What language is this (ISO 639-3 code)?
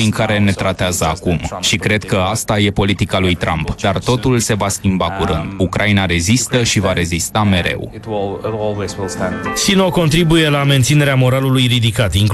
ron